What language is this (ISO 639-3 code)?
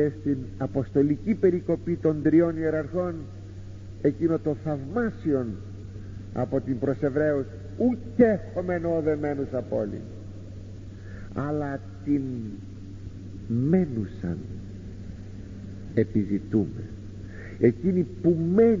ell